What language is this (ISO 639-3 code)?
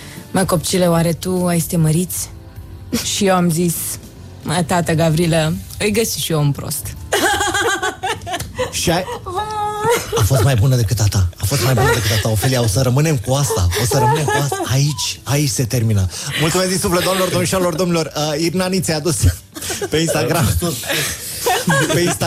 ron